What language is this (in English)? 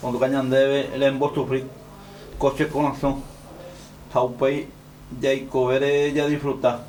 Guarani